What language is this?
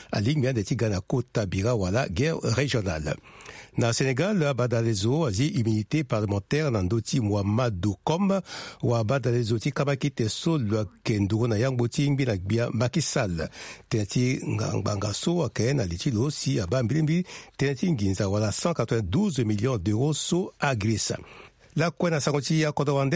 Sango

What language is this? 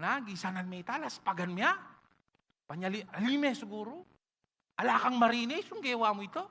Pampanga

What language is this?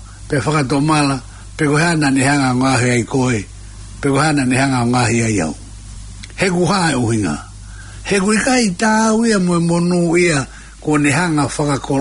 Tongan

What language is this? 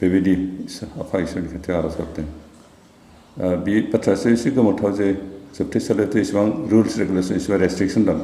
Bodo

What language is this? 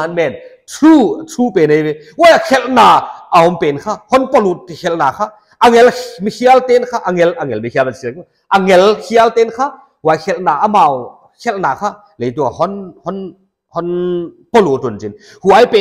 Paite Chin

